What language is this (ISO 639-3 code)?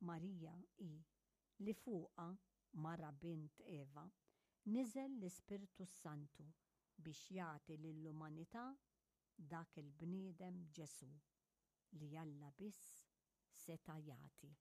mlt